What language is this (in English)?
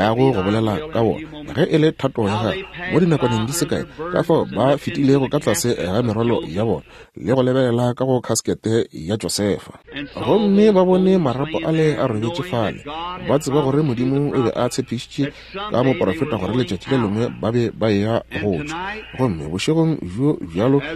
Northern Sotho